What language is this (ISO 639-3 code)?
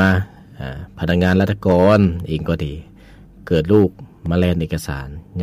lao